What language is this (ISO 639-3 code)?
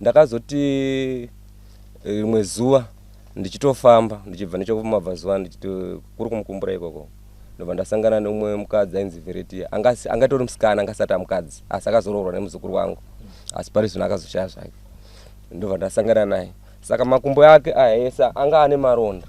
sna